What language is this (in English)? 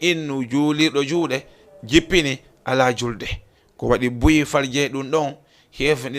Fula